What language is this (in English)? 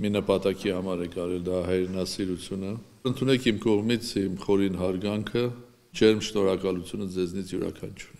Armenian